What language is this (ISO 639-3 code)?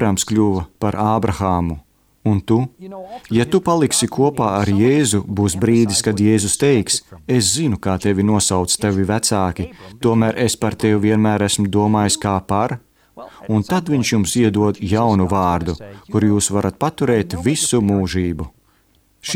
lav